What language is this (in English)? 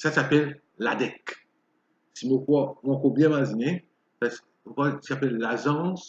Morisyen